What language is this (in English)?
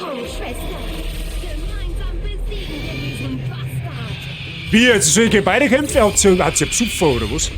Bavarian